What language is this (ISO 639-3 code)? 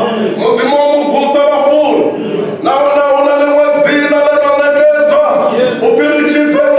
ven